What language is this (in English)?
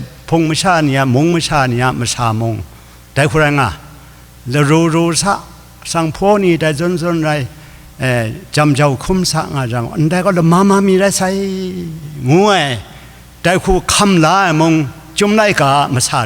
Kachin